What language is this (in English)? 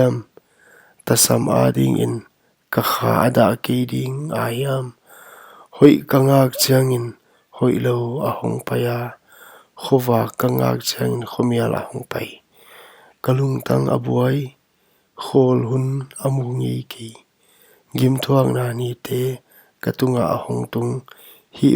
Paite Chin